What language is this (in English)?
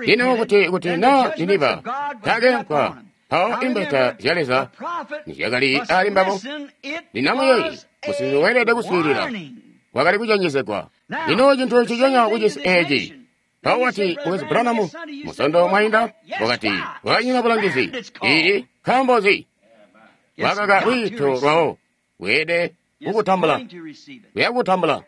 Tonga (Zambia)